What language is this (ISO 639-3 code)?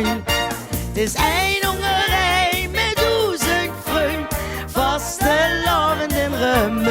lim